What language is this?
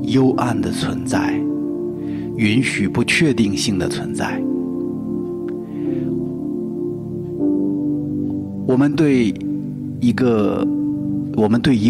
Chinese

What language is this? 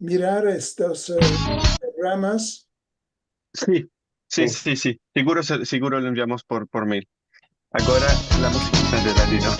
Ladino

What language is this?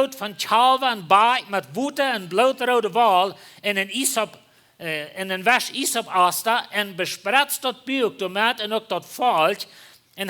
Plautdietsch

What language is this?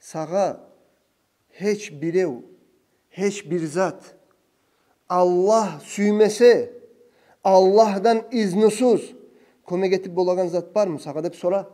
Kumyk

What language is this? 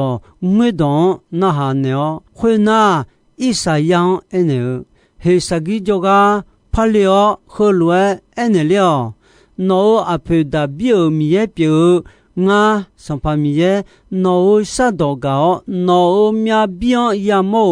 Akha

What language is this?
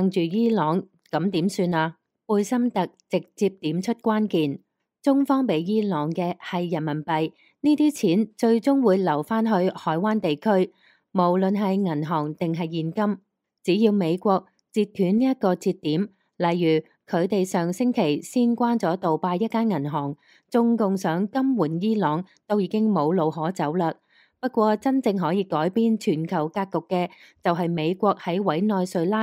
Cantonese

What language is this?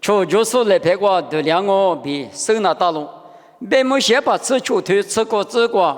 Lisu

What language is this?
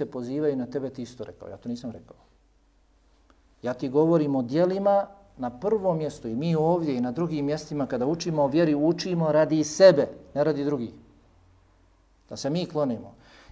Bosnian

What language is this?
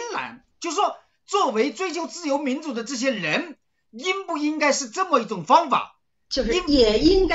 Chinese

